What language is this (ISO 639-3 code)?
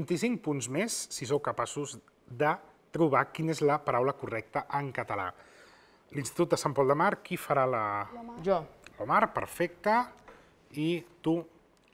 cat